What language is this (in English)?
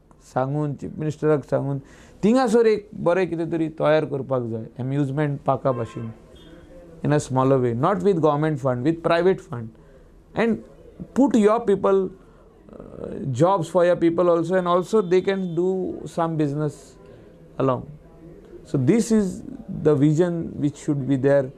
Konkani